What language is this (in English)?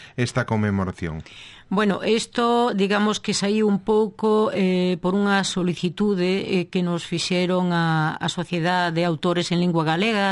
Galician